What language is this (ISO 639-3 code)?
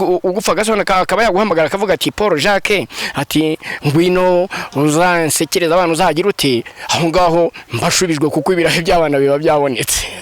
kin